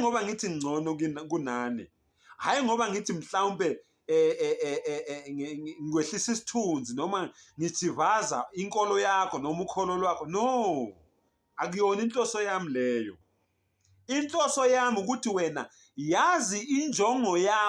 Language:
Zulu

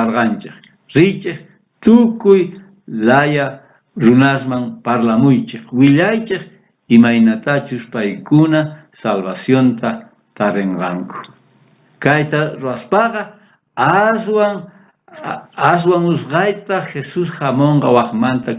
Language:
South Bolivian Quechua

